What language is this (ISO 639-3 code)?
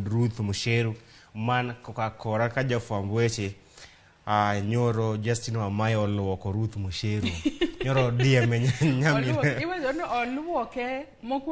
luo